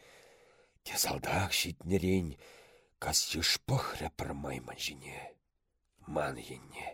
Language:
Chuvash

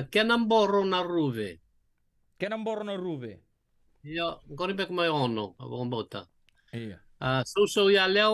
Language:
Fijian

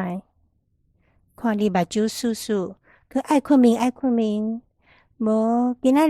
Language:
Min Nan Chinese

